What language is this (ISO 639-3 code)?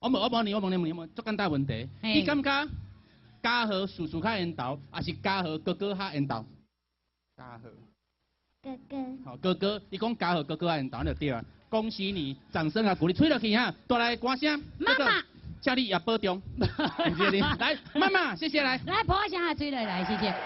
nan